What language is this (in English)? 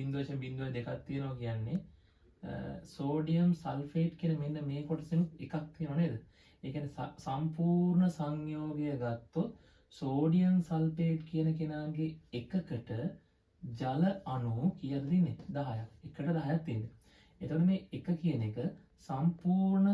Sinhala